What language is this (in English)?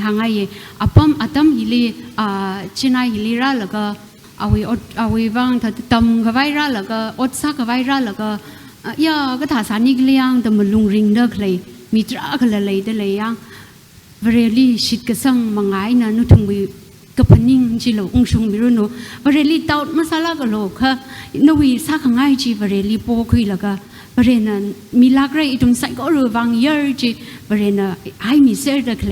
Tangkhul Naga (India)